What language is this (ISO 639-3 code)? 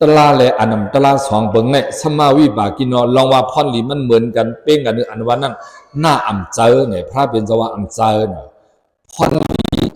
shn